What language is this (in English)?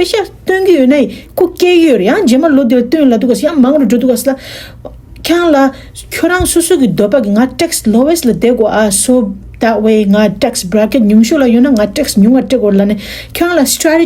Tibetan